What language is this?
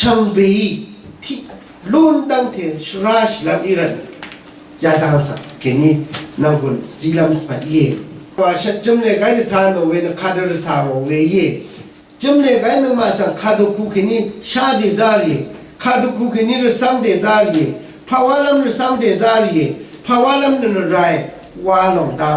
Rawang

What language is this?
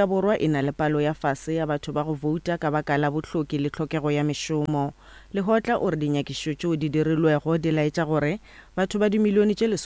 Northern Sotho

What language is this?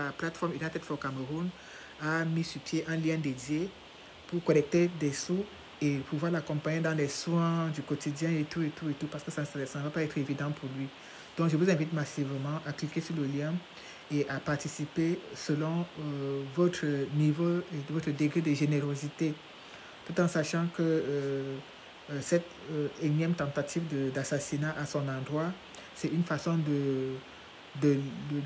French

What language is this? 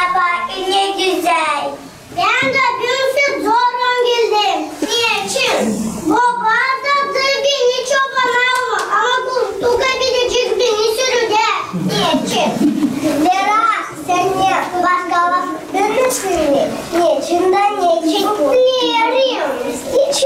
Gagauz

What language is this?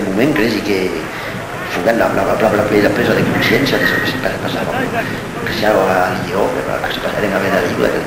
Occitan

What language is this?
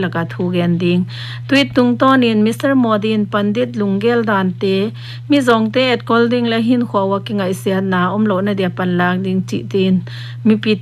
Paite Chin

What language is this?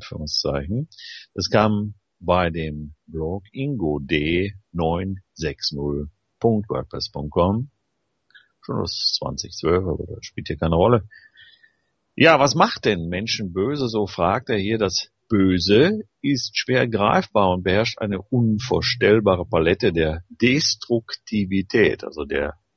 German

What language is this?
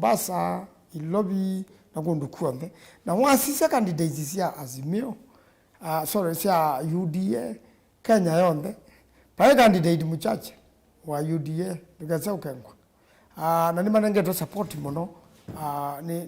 Kamba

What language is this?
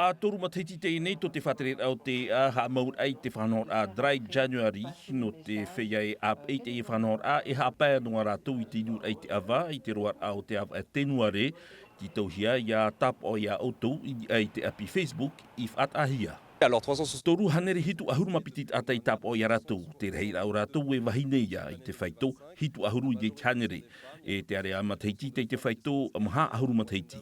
Tahitian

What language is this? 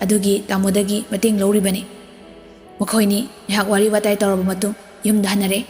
Manipuri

